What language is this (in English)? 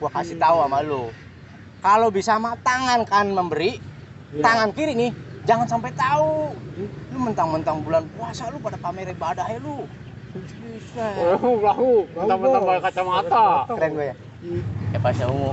Betawi